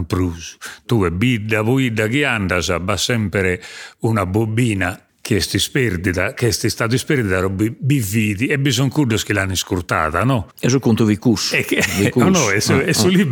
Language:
Sardinian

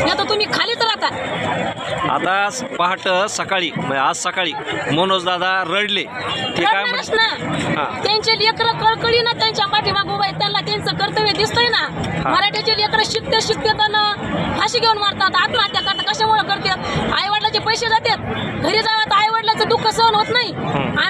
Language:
Marathi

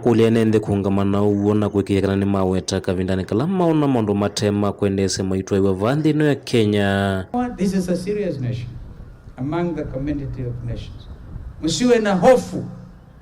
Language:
Kamba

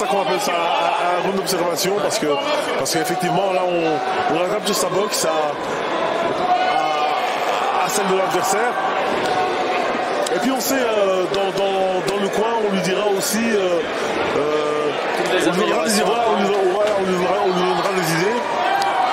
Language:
French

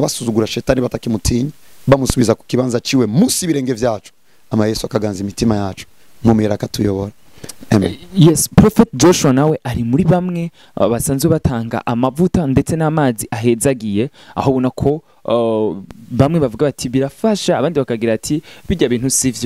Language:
Rundi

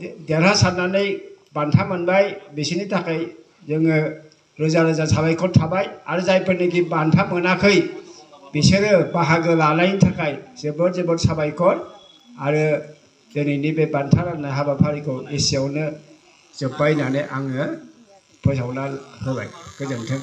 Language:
Bodo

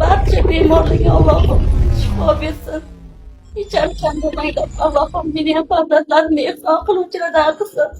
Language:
Uzbek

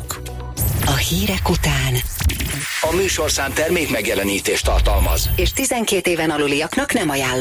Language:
Hungarian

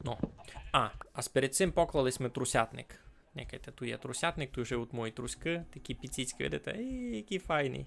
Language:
Rusyn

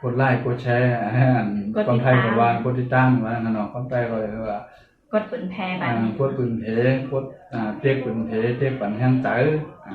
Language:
Shan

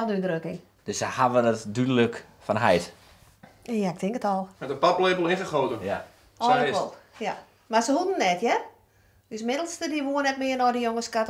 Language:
Western Frisian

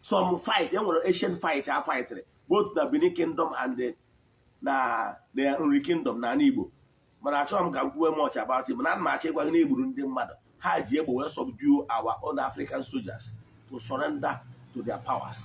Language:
Igbo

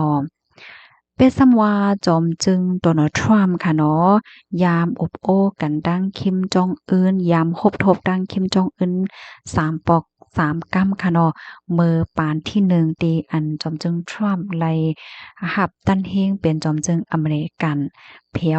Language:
Shan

